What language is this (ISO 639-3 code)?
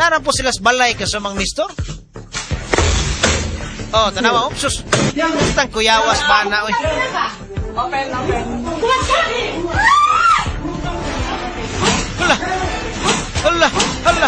ceb